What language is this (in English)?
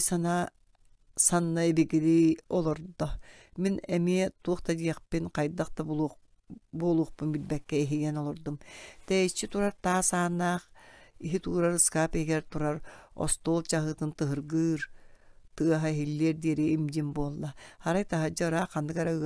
Yakut